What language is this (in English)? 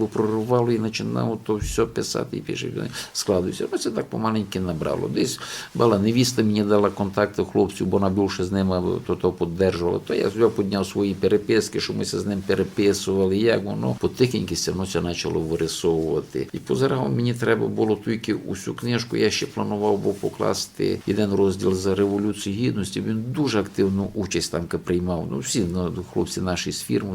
Rusyn